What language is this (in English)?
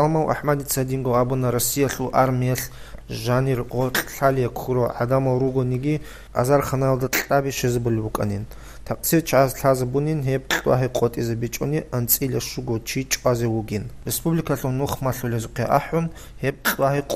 Avaric